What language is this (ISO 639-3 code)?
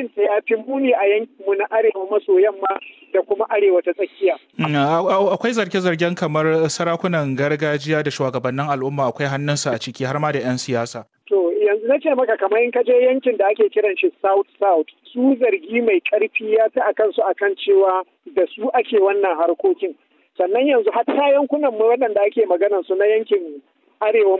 hau